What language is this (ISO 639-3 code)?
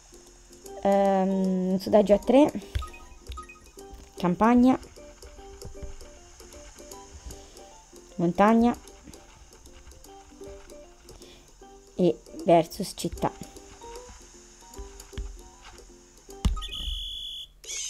ita